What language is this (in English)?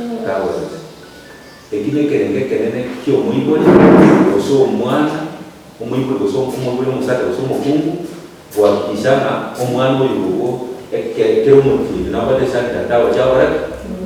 Gusii